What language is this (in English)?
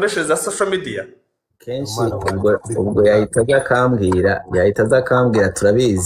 Kinyarwanda